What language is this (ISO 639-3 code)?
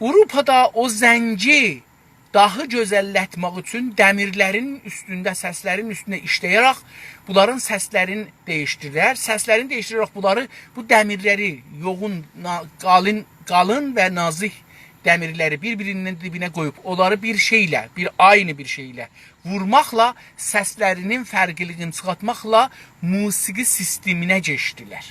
azb